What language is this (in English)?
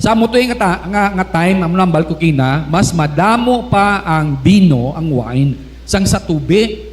Hiligaynon